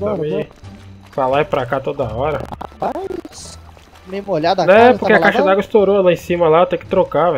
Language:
Portuguese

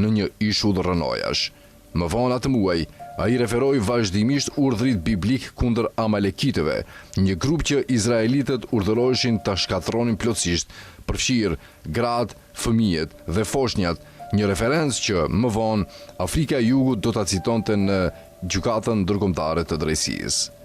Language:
Albanian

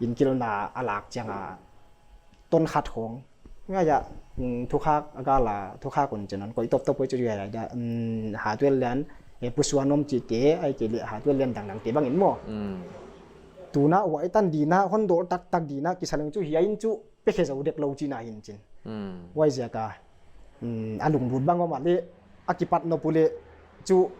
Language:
Paite Chin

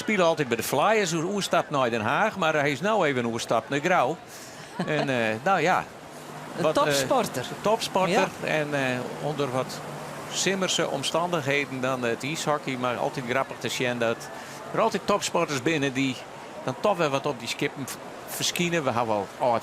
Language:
Western Frisian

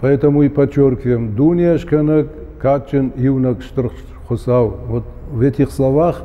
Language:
Ossetic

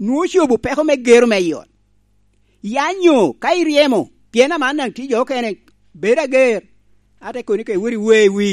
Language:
Lango (Uganda)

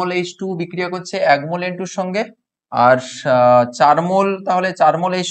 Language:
Bangla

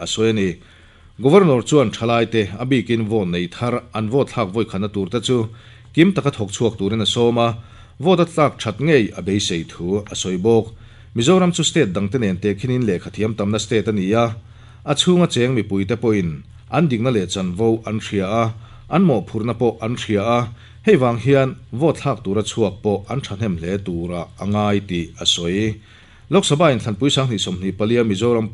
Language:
Mizo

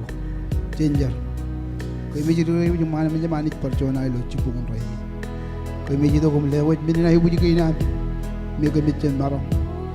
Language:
Marshallese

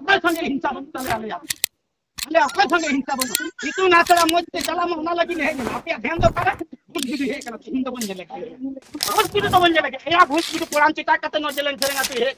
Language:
Santali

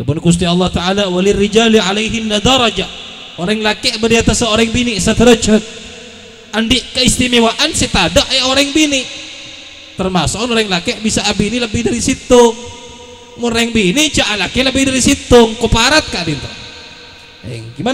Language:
Madurese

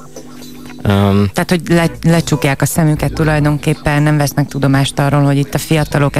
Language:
Hungarian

